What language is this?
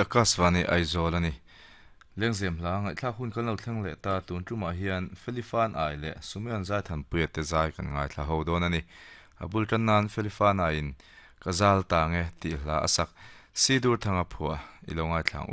Mizo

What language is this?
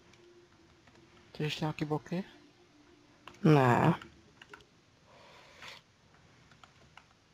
Czech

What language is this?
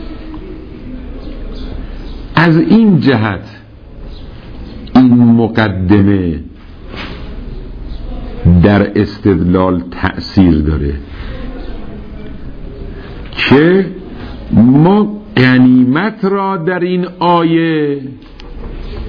Persian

